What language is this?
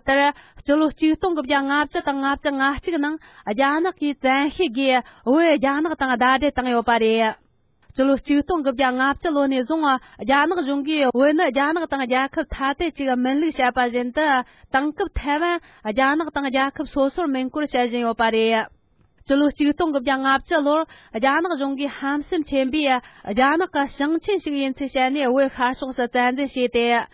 Tibetan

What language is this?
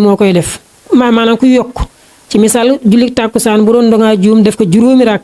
Wolof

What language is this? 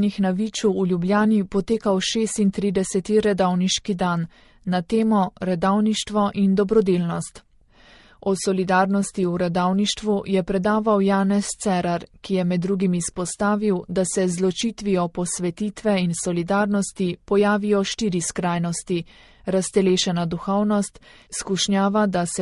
Slovenian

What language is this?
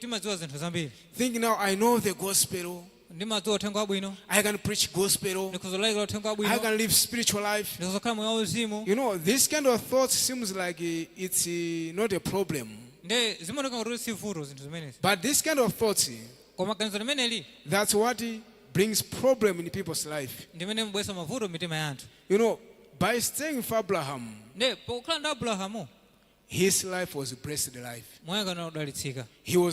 Nyanja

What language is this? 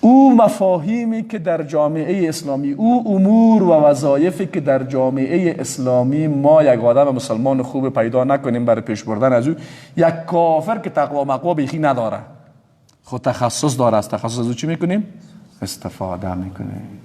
Persian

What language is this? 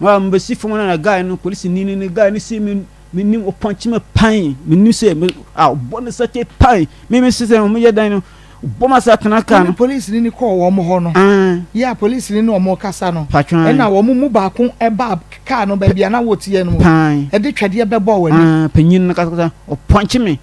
Akan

